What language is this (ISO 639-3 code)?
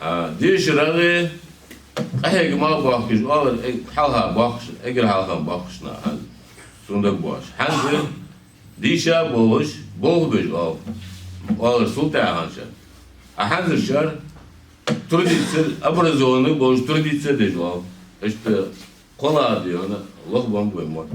inh